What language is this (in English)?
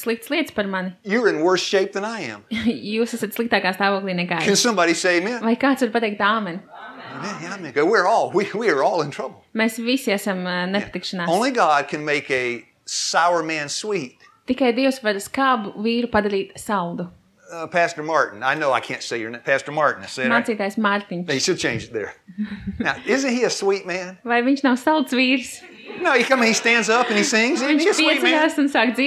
Latvian